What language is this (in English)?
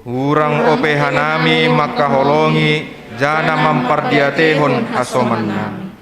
Batak Simalungun